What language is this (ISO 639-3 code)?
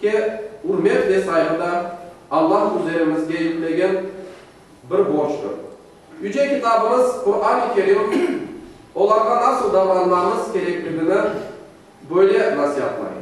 crh